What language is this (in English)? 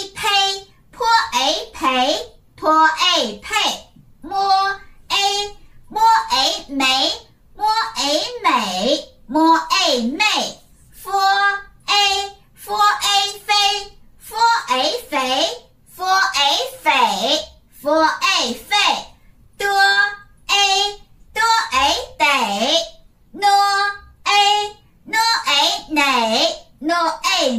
Chinese